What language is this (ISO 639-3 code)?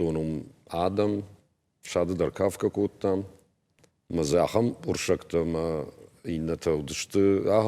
oss